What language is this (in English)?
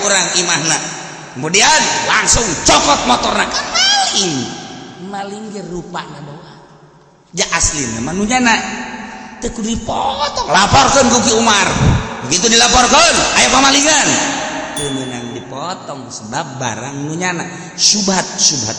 Sundanese